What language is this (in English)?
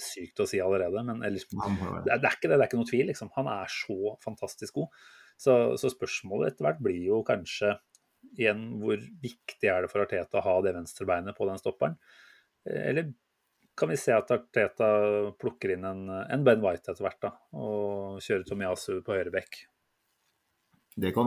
Norwegian